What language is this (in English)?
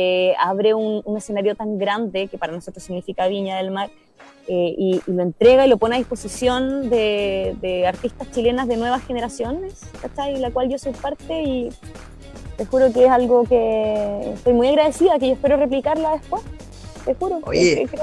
Spanish